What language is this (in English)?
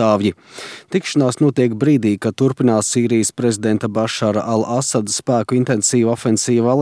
Latvian